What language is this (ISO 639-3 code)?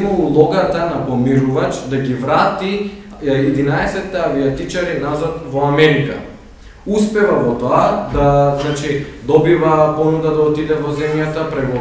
mkd